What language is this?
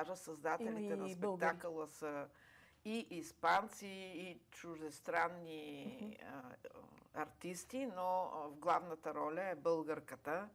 Bulgarian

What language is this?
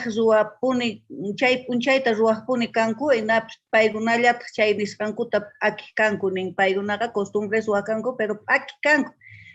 Quechua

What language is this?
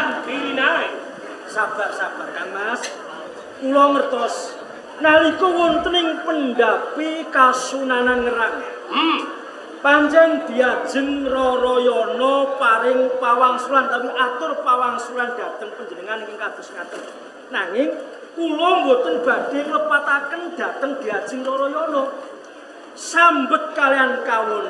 Javanese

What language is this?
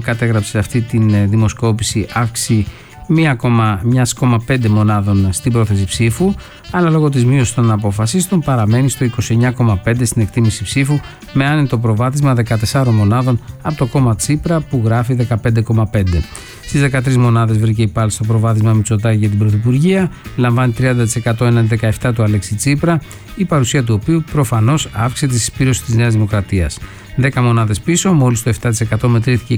Greek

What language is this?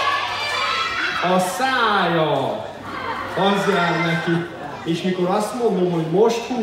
Hungarian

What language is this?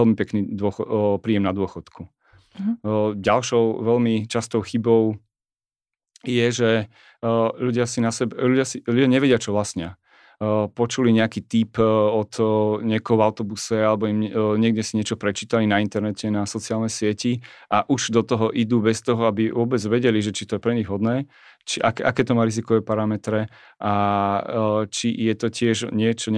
Slovak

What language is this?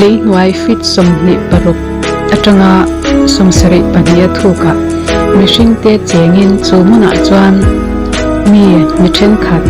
Mizo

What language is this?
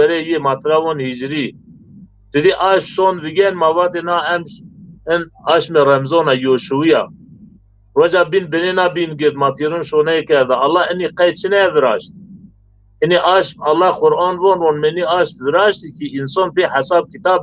Zaza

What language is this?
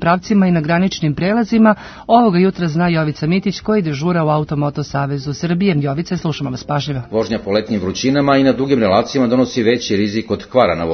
Serbian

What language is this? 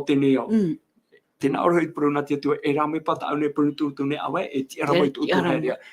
Tahitian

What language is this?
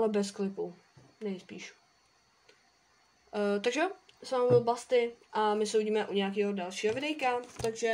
Czech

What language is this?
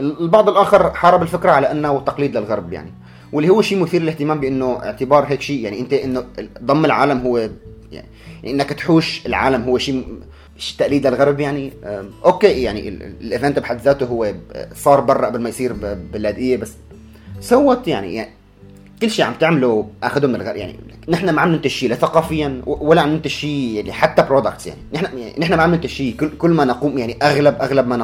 North Levantine Arabic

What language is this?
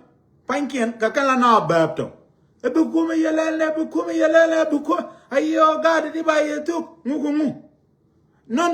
Nuer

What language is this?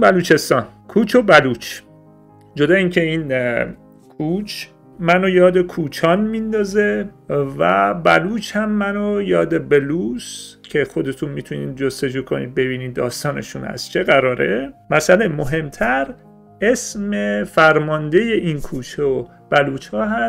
Persian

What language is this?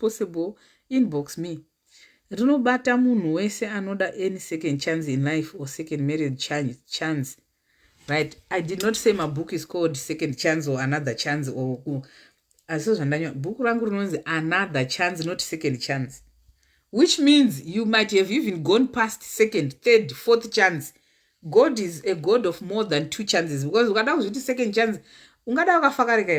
Shona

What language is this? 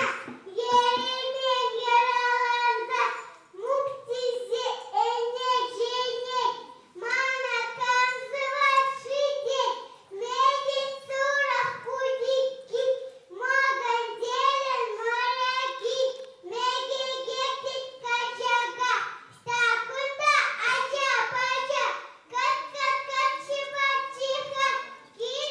Chuvash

